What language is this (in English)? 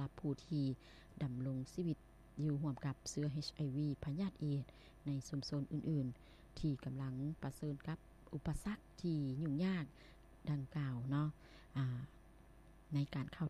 Lao